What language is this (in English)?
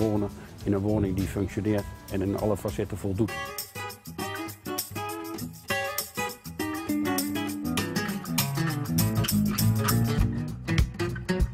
Dutch